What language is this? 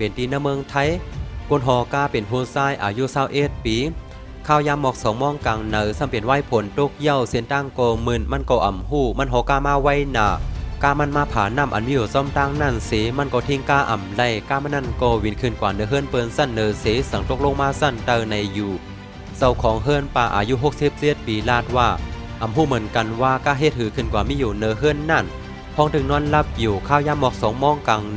Shan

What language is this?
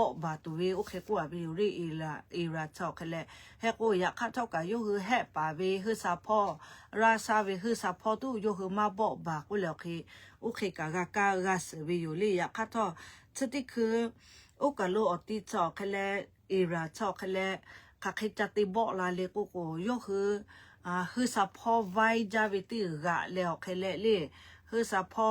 Lahu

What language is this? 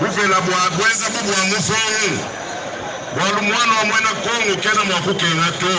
Luba-Lulua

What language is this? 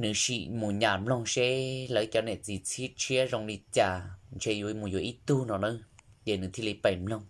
Hmong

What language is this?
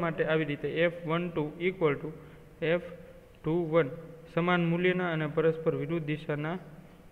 Gujarati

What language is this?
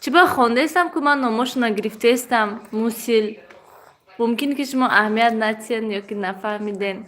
Tajik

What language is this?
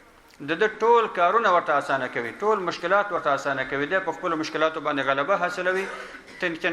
Pashto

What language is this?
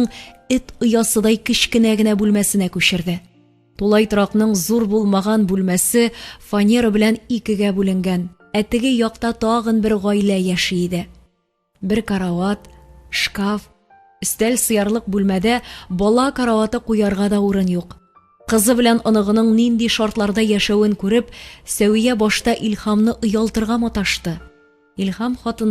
Tatar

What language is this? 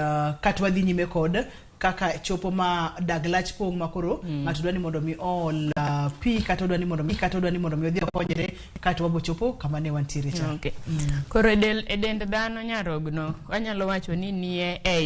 Luo (Kenya and Tanzania)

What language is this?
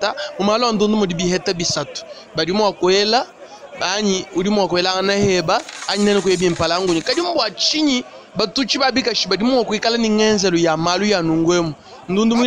Luba-Lulua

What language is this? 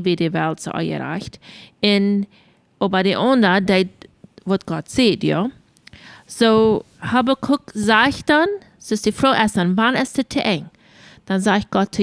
Plautdietsch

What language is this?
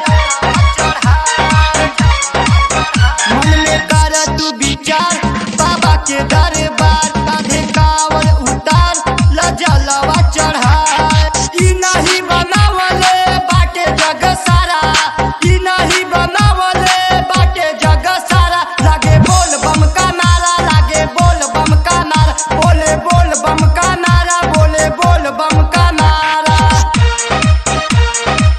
Bhojpuri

